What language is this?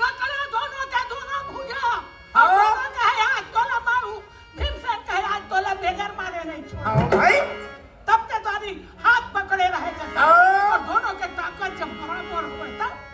Chhattisgarhi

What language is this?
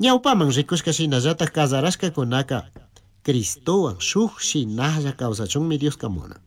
Chimborazo Highland Quichua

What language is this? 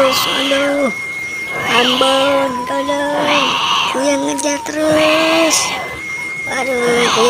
Betawi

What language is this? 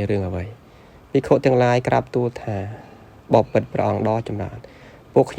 Khmer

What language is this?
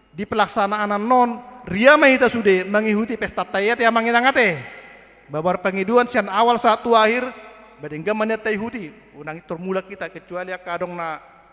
Batak Toba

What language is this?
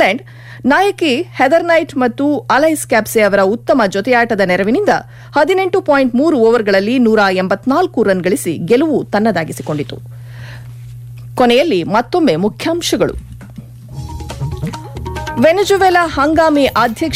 Kannada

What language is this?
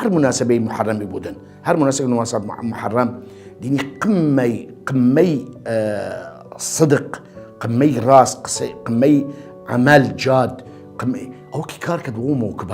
Southern Kurdish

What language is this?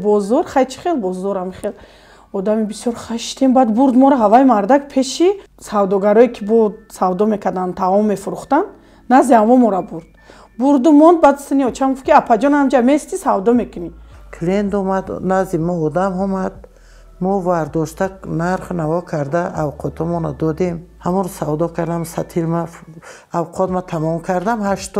Tajik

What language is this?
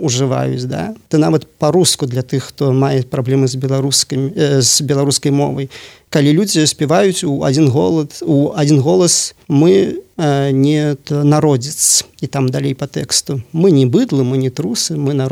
Belarusian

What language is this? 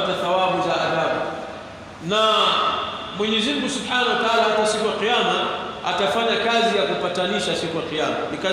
Swahili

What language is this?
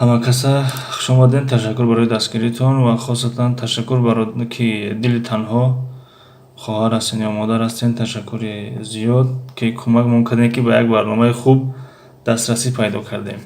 Tajik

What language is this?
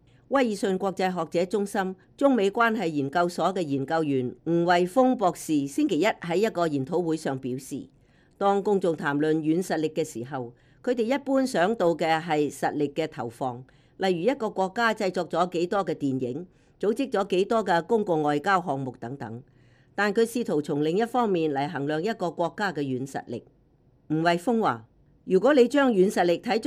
Cantonese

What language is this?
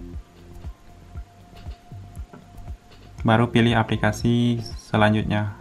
Indonesian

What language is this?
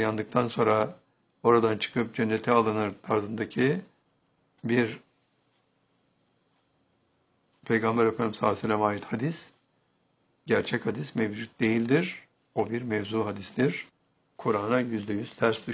Turkish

